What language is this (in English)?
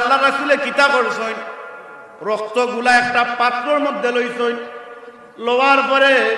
Sylheti